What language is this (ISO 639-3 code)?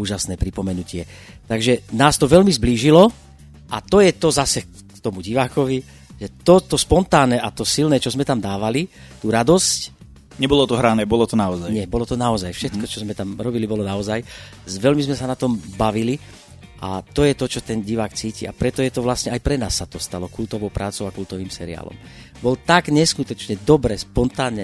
slk